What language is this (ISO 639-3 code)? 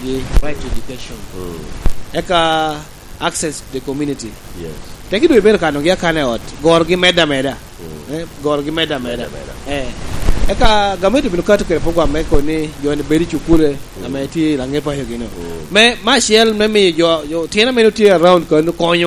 laj